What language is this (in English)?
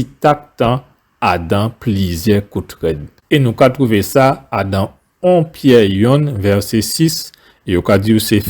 Guadeloupean Creole French